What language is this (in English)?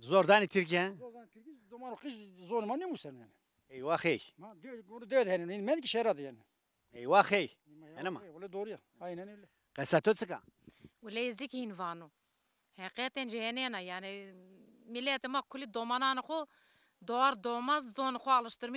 Zaza